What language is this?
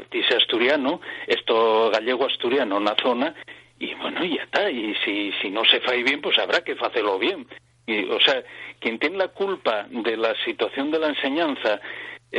Asturian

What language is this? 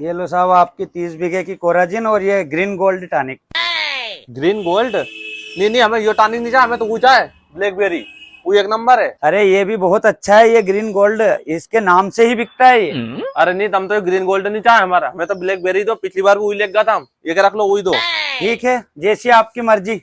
Rajasthani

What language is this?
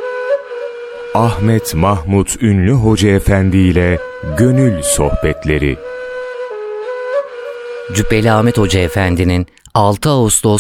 Turkish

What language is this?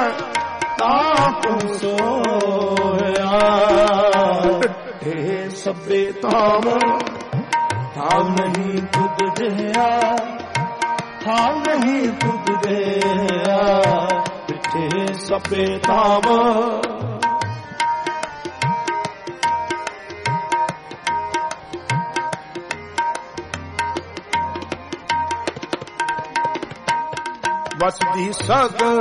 Punjabi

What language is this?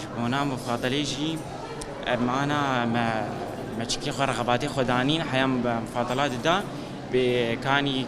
Kurdish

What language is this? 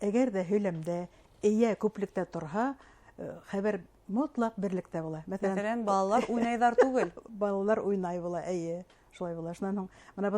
Bashkir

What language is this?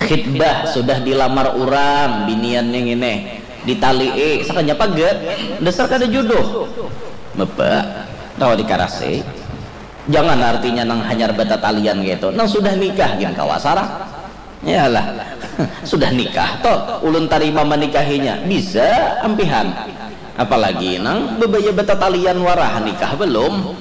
Banjar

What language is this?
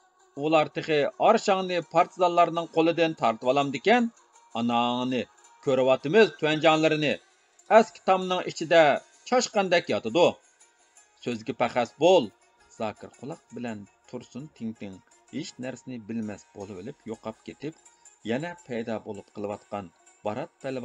Uyghur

